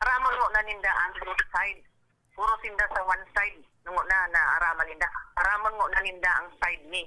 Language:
Bikol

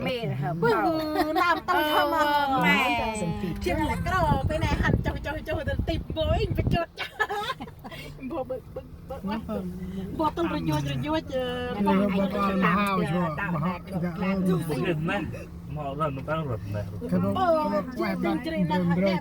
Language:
Central Mnong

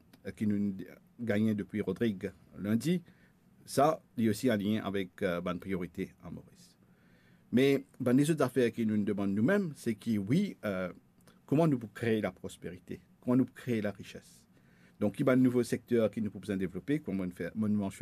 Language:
Morisyen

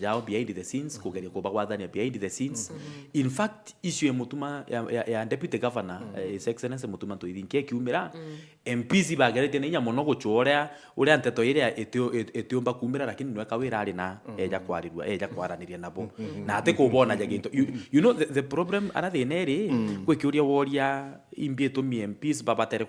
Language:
Meru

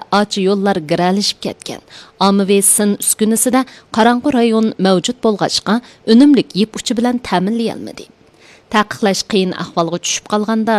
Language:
Uyghur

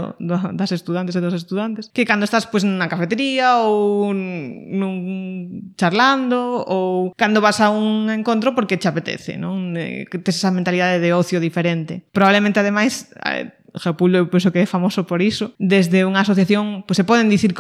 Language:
Galician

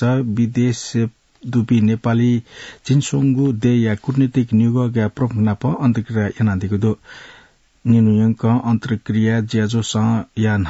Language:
Newari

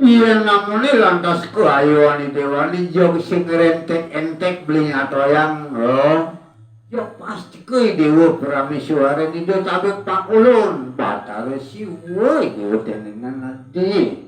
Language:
Balinese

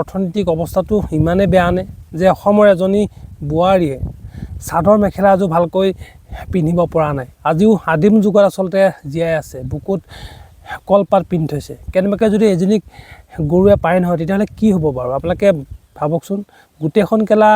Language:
Assamese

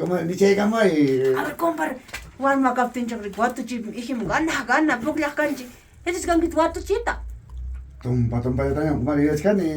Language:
Ayacucho Quechua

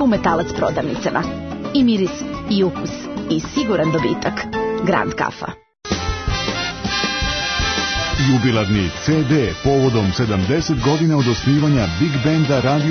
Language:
Serbian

